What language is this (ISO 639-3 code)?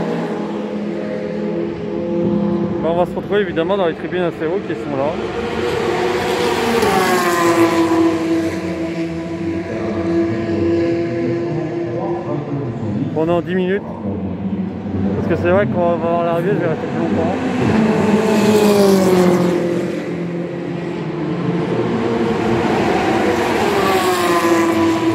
fra